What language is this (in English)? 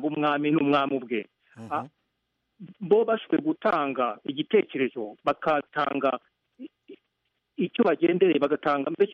Kinyarwanda